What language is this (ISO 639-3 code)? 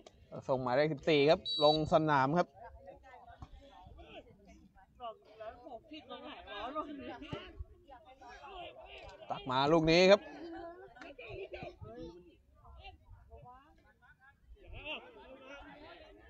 tha